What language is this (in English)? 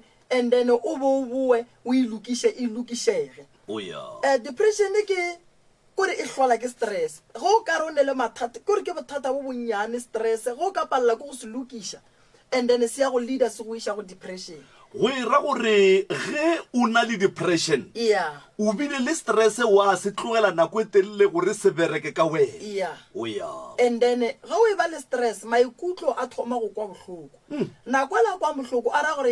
Northern Sotho